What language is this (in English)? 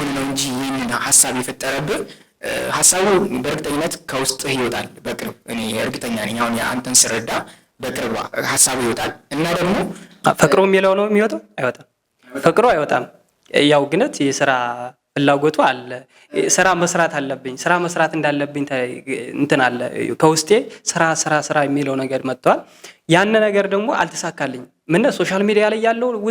Amharic